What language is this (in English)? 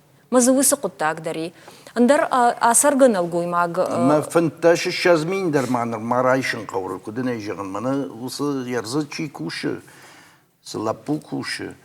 Ossetic